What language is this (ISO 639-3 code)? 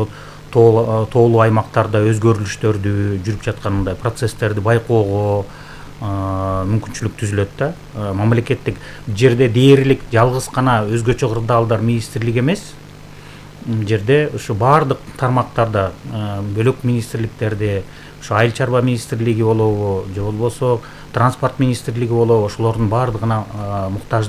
kir